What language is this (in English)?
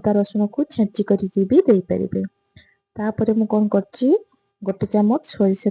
Odia